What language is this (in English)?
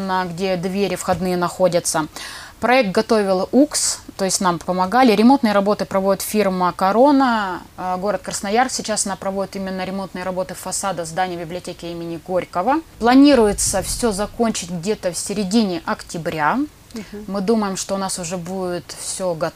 Russian